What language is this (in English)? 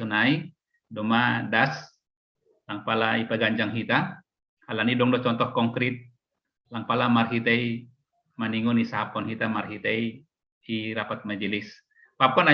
Batak Simalungun